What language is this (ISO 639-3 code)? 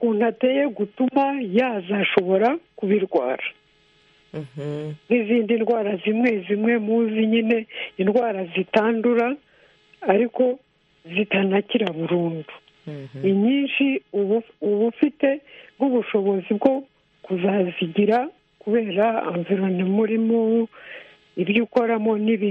kin